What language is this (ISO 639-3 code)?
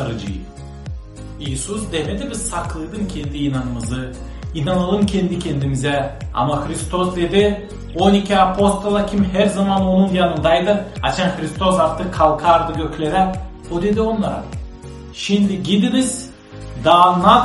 gag